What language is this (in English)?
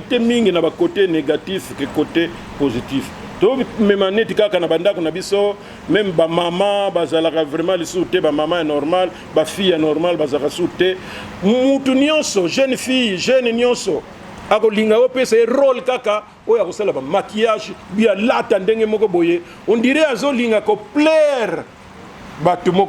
Lingala